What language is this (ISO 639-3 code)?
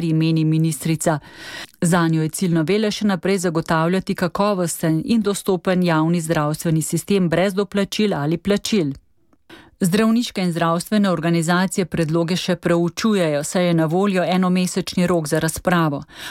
slv